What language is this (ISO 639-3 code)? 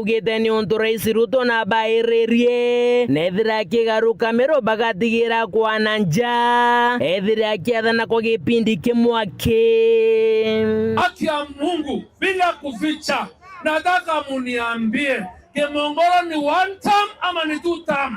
mer